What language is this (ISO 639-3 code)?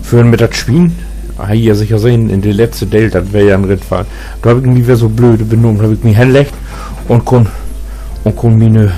nds